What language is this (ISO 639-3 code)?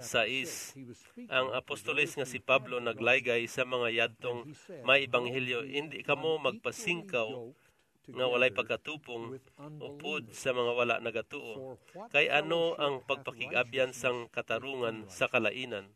hil